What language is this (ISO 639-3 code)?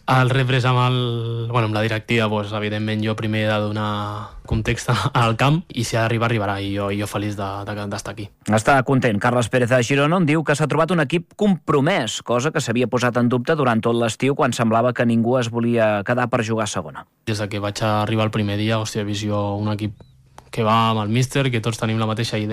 cat